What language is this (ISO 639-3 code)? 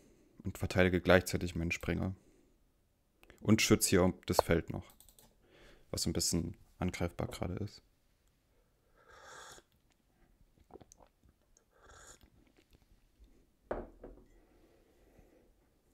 deu